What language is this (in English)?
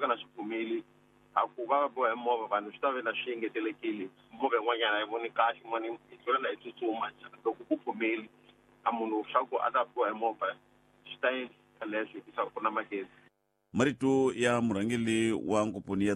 Tsonga